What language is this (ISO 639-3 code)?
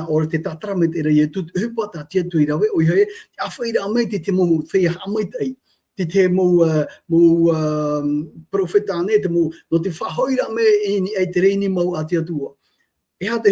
tah